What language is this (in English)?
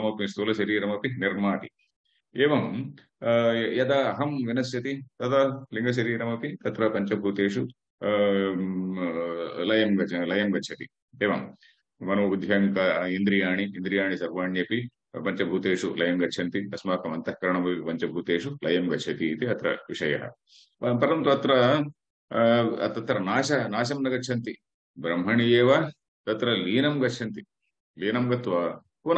Sanskrit